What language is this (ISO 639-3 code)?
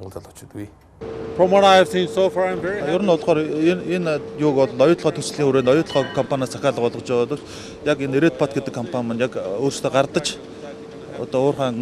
mon